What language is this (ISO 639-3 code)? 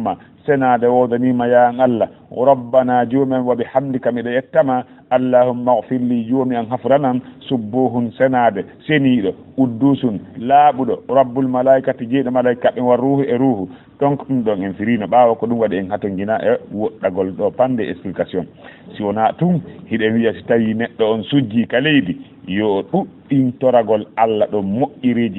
ful